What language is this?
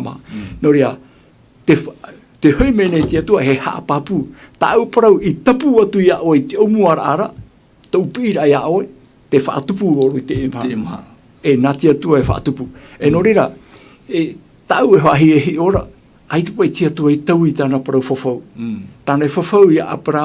Tahitian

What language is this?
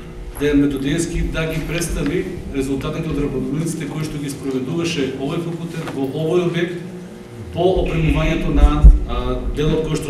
Macedonian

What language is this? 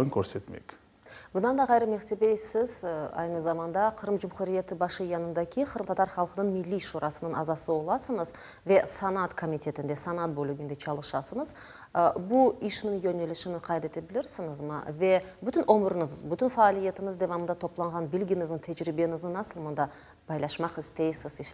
Crimean Tatar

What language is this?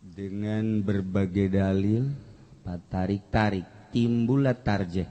Sundanese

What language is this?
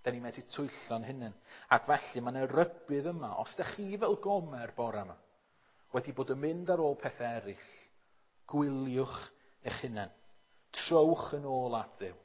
Welsh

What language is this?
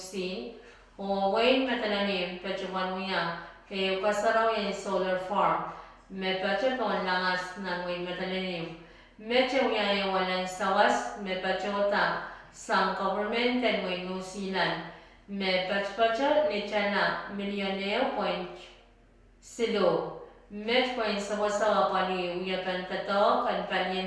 Pohnpeian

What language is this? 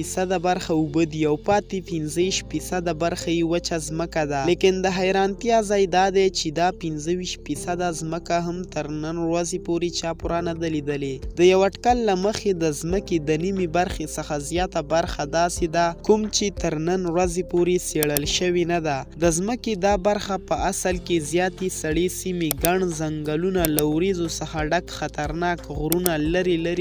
Pashto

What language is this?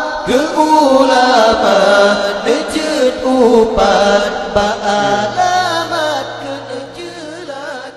Achinese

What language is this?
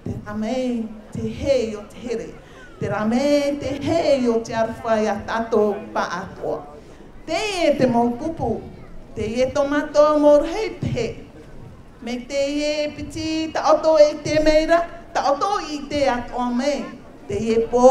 Tahitian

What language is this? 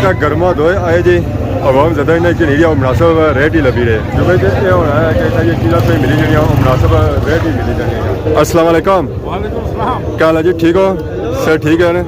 Pahari-Potwari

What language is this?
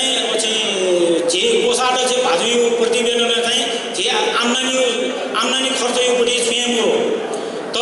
Newari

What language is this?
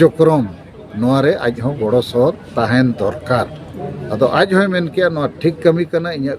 Santali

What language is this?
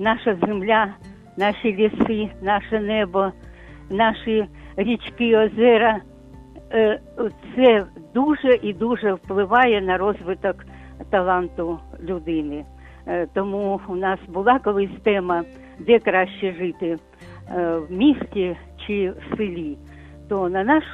Ukrainian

